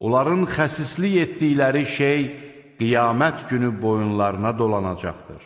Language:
Azerbaijani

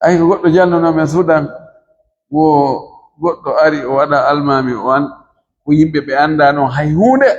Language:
Fula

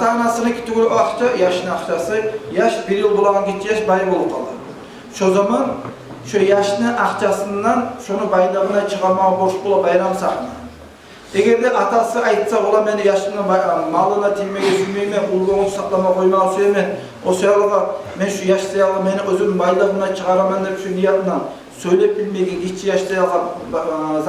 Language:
Kumyk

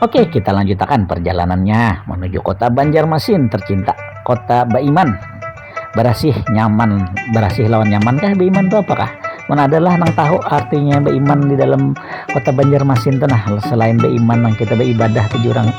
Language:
Banjar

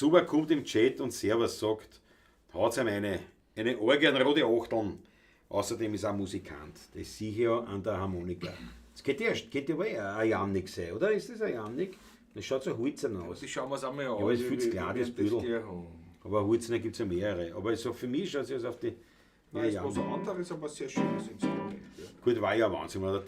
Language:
Bavarian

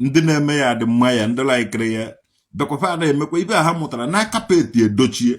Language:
Igbo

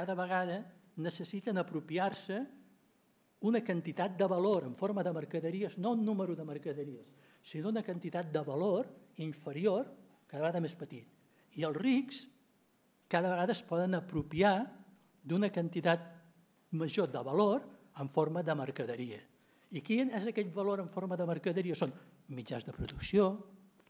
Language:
Catalan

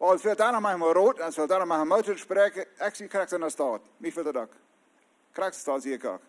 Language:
Plautdietsch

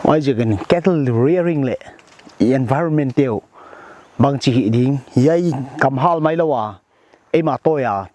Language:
Paite Chin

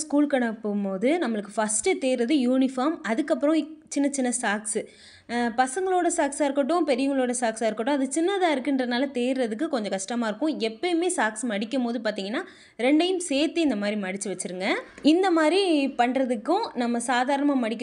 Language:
Tamil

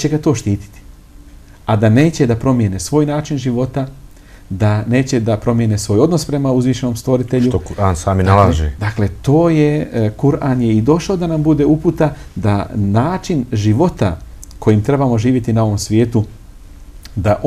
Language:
Bosnian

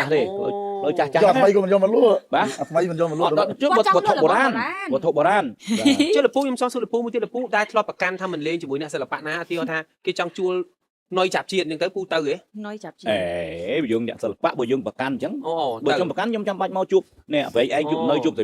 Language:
Khmer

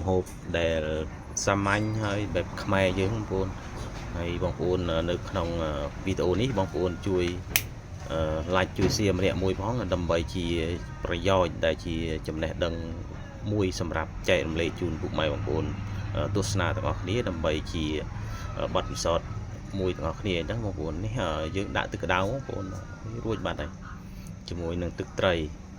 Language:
Khmer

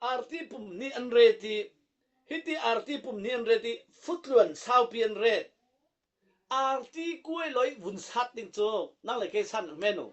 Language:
Falam Chin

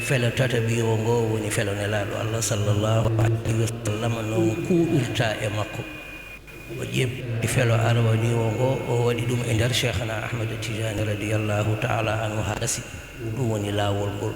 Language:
Fula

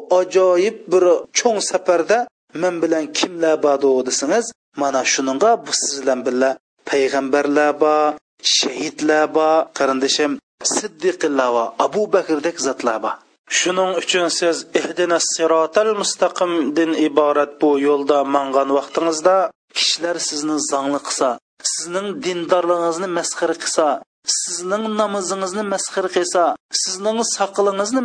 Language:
Uyghur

